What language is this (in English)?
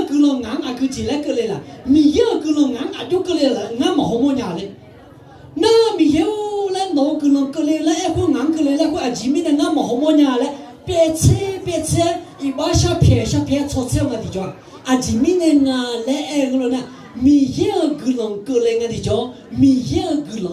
Akha